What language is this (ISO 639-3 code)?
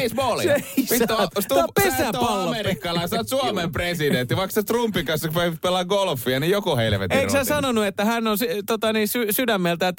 fin